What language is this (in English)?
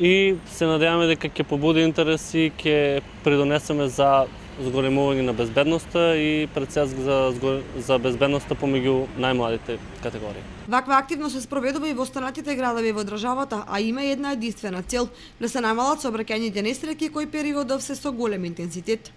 Macedonian